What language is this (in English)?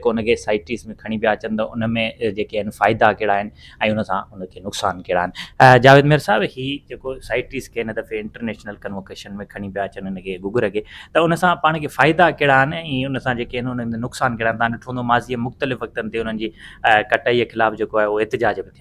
Sindhi